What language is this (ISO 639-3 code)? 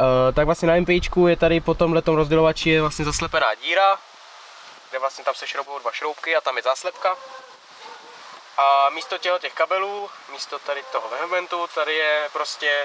ces